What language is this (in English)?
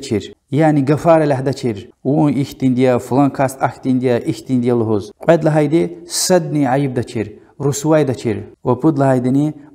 Lezghian